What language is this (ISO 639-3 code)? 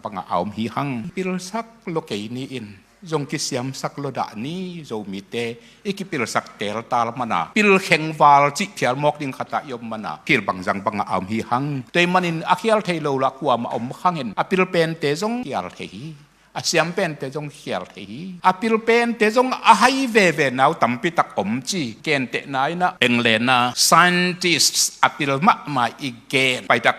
ctd